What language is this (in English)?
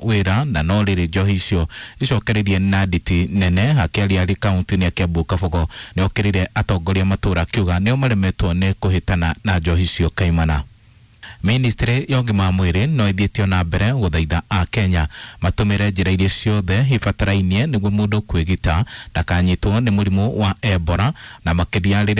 Kikuyu